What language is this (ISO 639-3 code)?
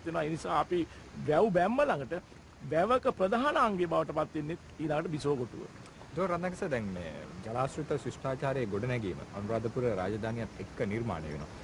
sin